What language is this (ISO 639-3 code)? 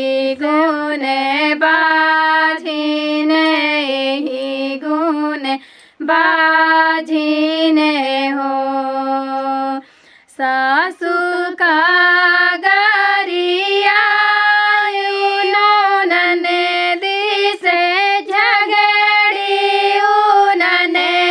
bho